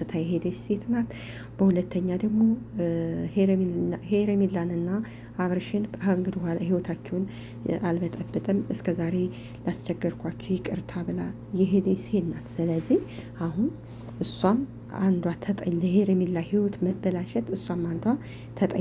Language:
Amharic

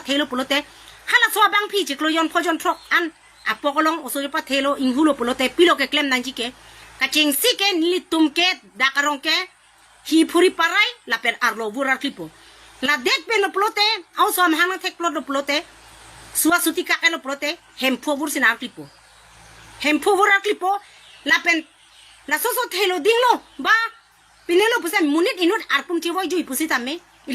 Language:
Karbi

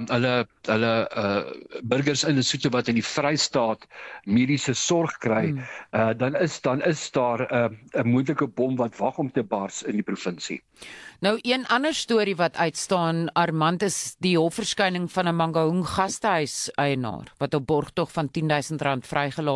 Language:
Afrikaans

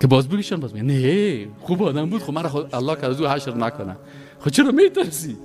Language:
Persian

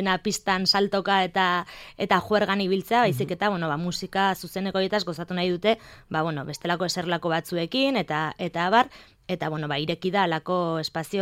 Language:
Basque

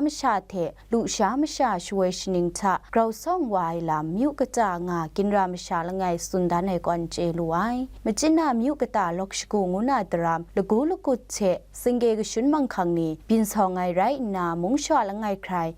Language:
Kachin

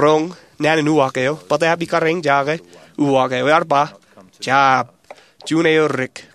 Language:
Marshallese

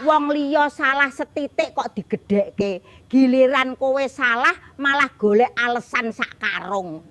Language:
Javanese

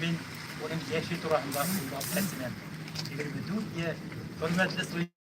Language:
Bashkir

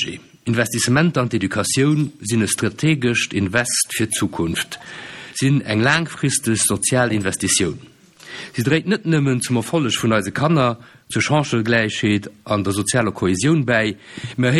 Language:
Luxembourgish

